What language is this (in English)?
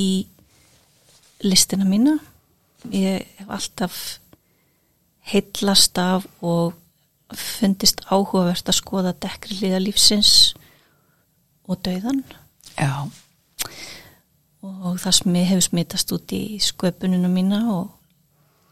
Icelandic